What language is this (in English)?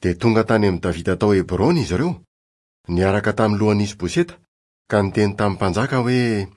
Malagasy